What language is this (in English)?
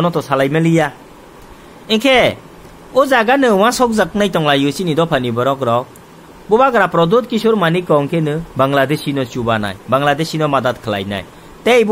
Kok Borok